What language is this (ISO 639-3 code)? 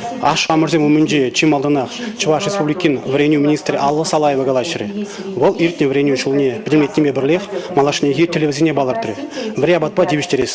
chv